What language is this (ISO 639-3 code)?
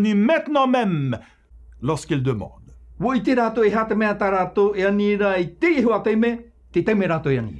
tah